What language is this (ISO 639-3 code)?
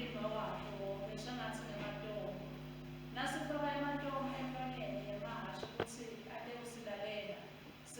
ssw